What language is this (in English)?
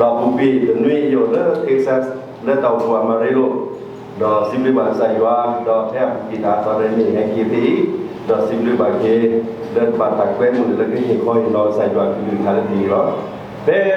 S'gaw Karen